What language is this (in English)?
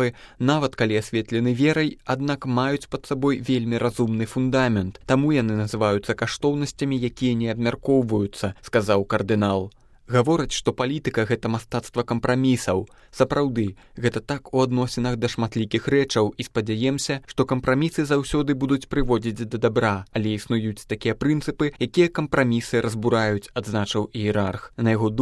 Belarusian